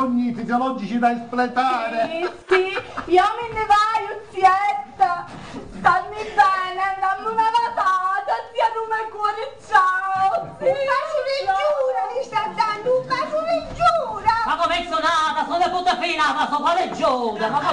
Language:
Sicilian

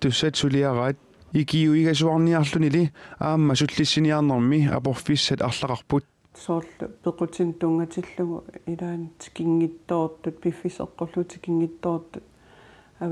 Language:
Kalaallisut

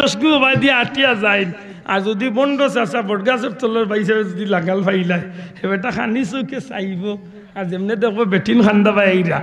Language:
Sylheti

